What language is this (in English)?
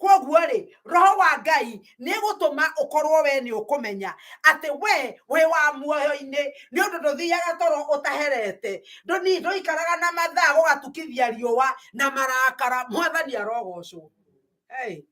Kikuyu